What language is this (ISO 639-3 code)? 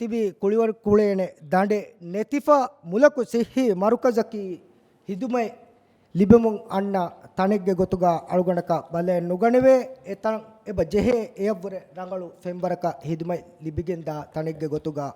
div